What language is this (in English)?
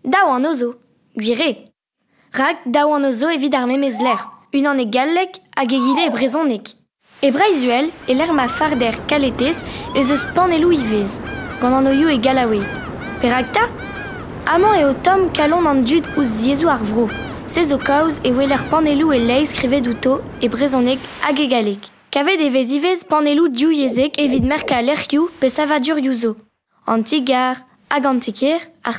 Breton